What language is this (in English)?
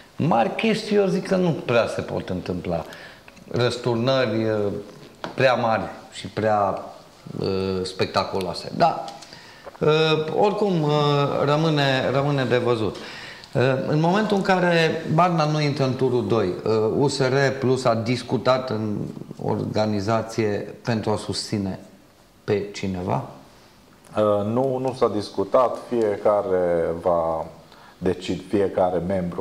Romanian